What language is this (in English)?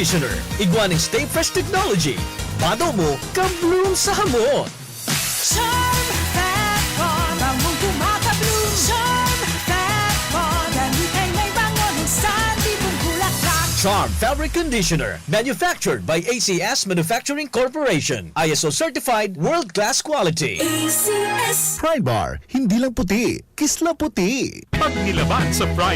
Bikol